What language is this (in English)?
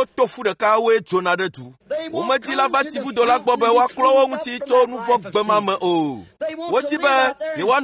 Ewe